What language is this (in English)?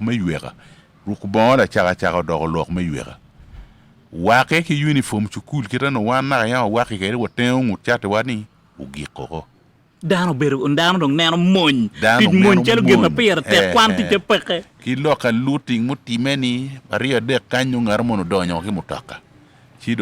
Acoli